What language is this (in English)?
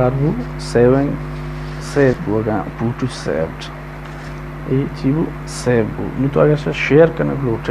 Baluchi